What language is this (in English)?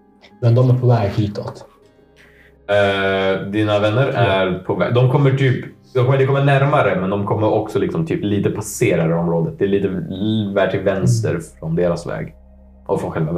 Swedish